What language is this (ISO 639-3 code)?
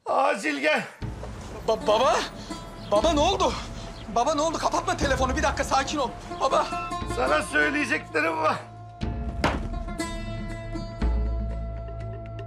tur